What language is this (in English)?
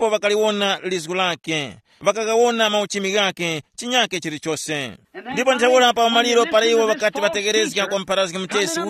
Tumbuka